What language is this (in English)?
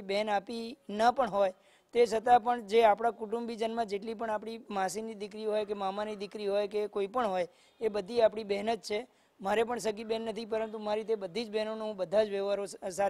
Gujarati